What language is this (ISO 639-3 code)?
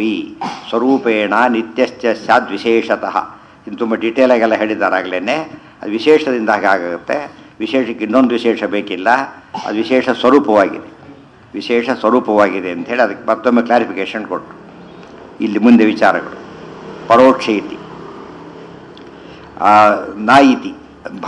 kan